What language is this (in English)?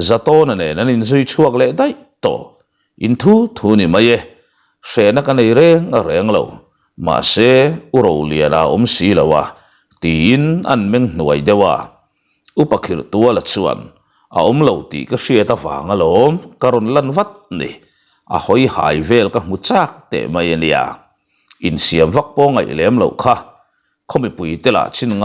Mizo